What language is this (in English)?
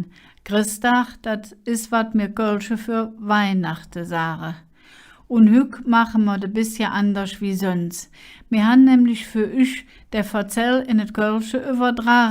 Colognian